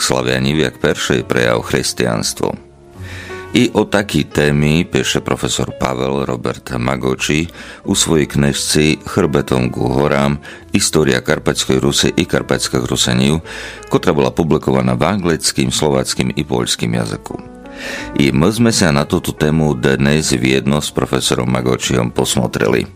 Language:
Rusyn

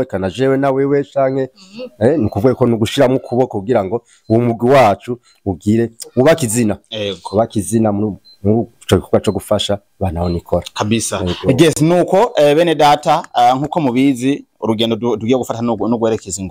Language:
Rundi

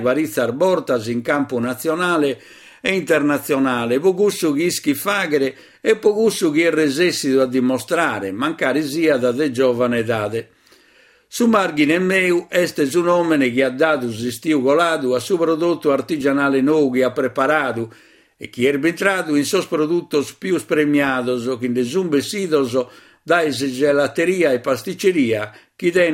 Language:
Sardinian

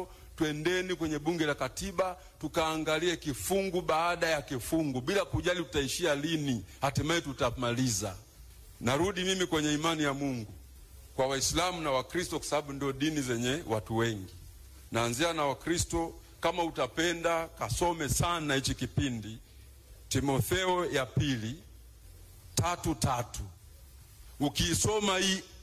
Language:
Swahili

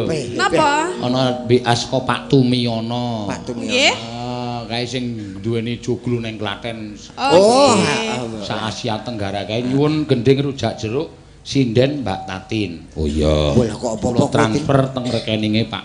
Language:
Javanese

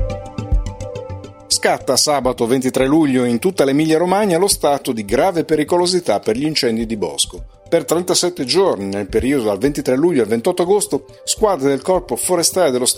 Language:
Italian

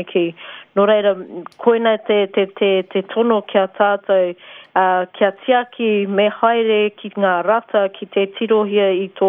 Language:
Māori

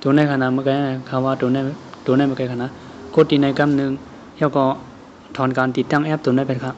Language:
Shan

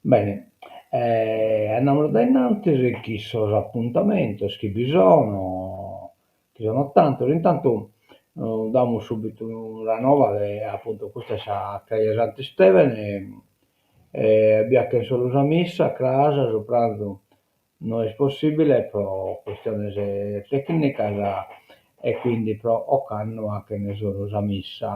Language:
Sardinian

